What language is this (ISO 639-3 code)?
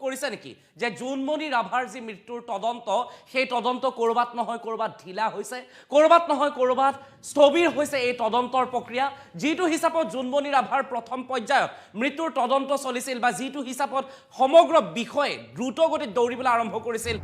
asm